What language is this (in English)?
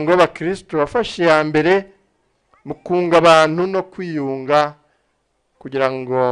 Kinyarwanda